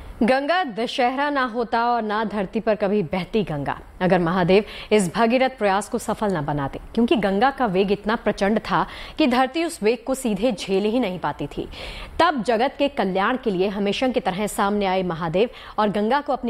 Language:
Hindi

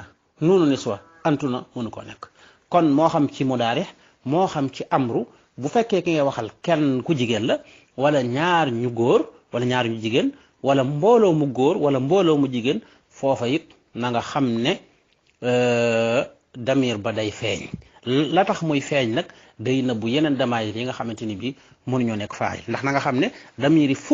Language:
Wolof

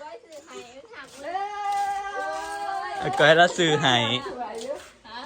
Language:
Northeastern Thai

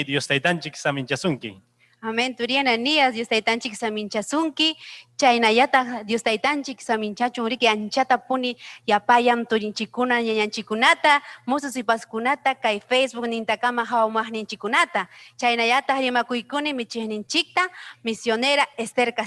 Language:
Ayacucho Quechua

